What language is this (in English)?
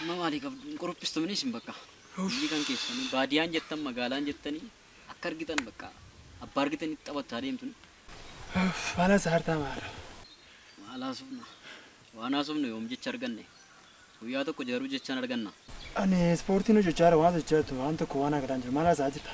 Oromo